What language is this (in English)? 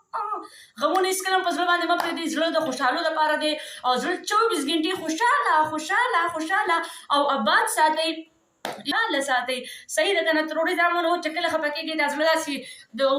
Pashto